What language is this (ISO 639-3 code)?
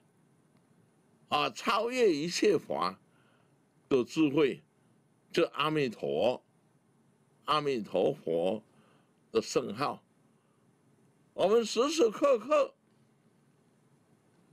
zho